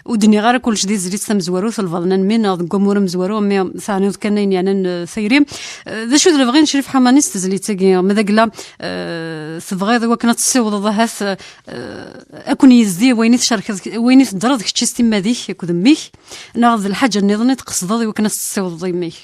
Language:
Kabyle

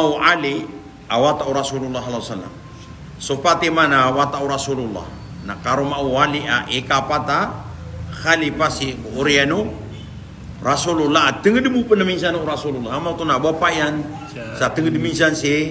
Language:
Maranao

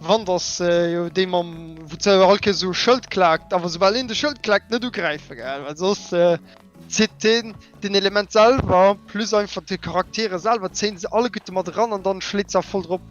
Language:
Luxembourgish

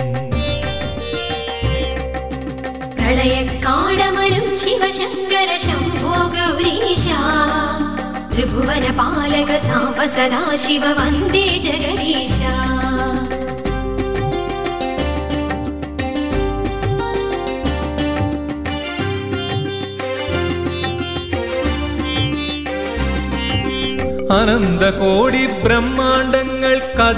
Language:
Malayalam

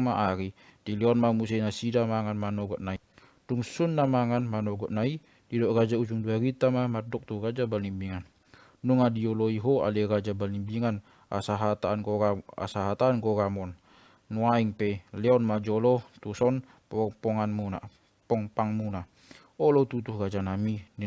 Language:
Batak Toba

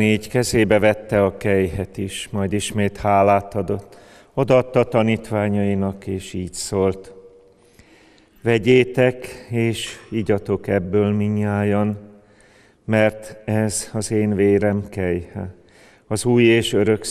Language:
Hungarian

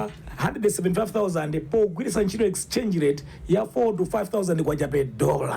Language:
Nyanja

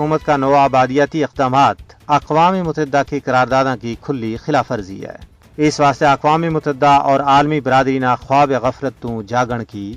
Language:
Gujari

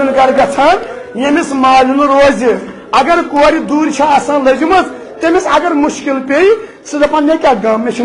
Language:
Kashmiri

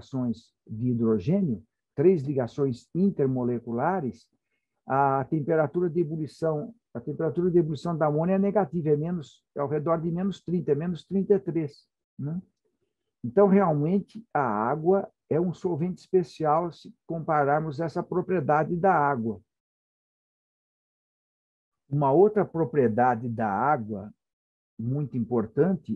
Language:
Portuguese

